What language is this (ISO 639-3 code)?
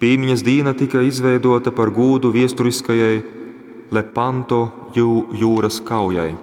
ltg